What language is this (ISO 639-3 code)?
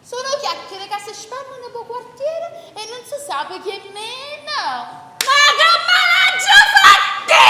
nap